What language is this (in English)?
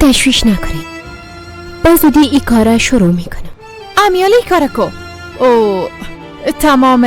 Persian